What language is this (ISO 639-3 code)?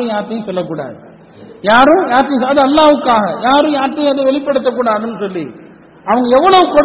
tam